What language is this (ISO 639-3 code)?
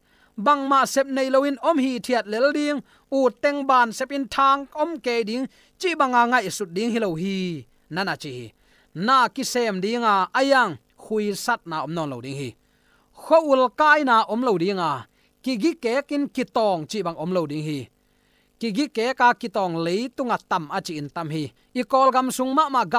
ctd